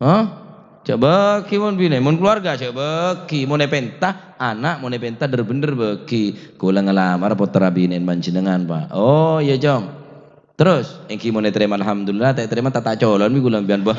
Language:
Madurese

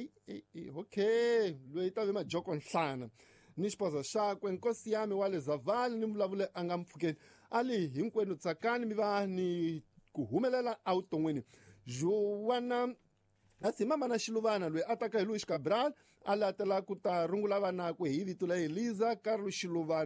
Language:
Tsonga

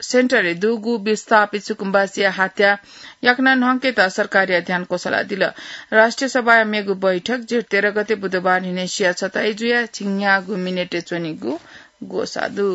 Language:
Newari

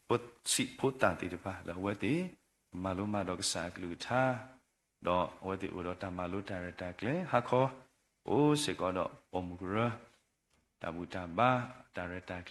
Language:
S'gaw Karen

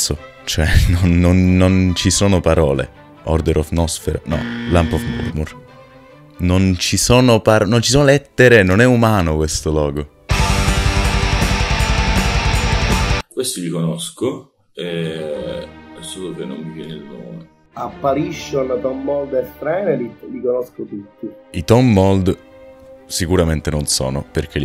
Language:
Italian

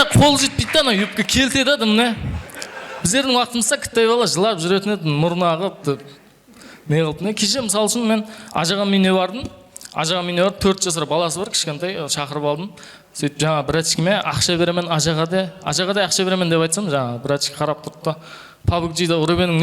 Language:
Kara-Kalpak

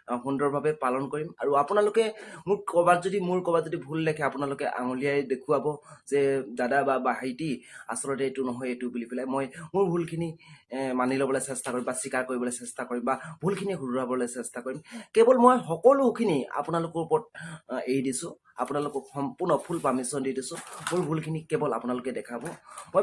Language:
Assamese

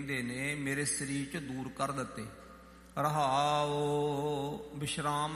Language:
Punjabi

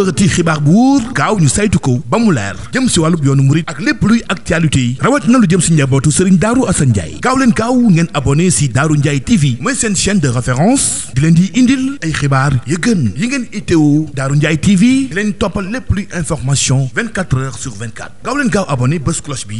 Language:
Wolof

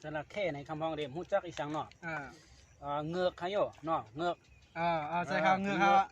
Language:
Shan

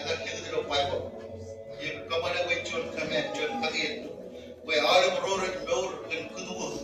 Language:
Marshallese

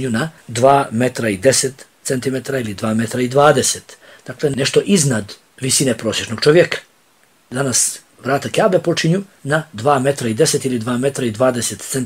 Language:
Bosnian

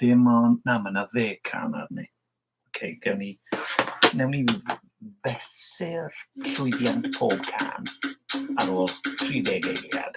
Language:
Welsh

